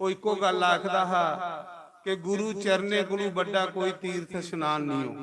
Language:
Dogri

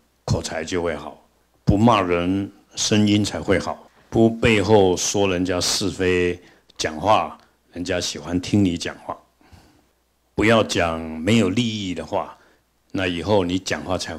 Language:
Chinese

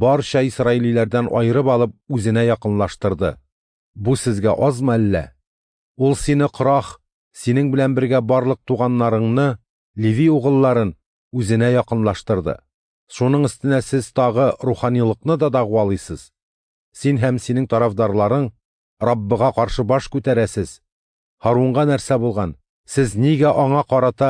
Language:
Tatar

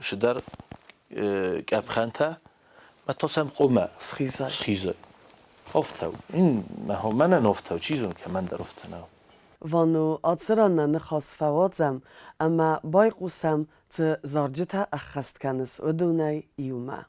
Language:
Ossetic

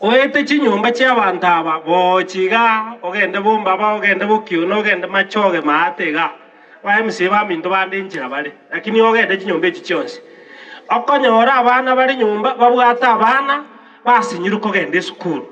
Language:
Gusii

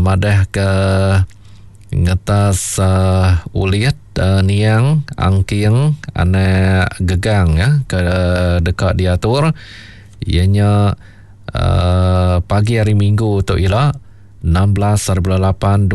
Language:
Iban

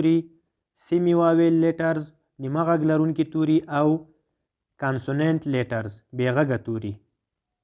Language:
Pashto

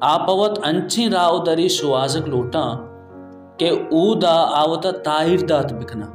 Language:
Baluchi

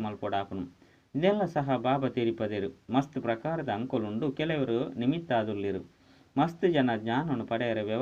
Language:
Tulu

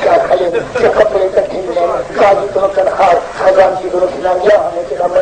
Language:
Saraiki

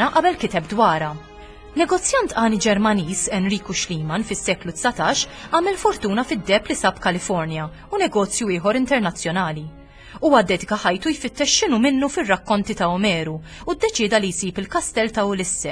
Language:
Maltese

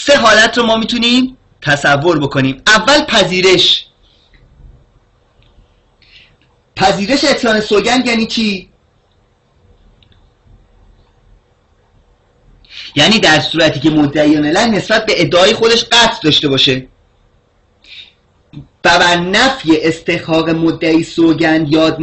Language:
Persian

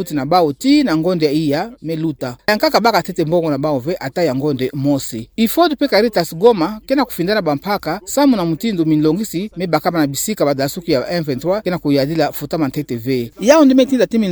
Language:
Kituba (Democratic Republic of Congo)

